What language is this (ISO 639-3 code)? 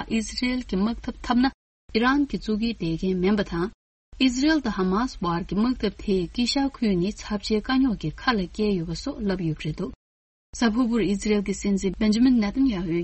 bod